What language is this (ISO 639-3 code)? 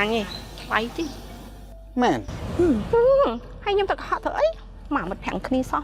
khm